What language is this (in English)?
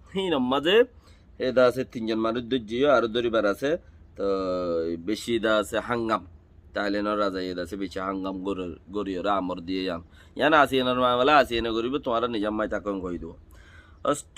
Rohingya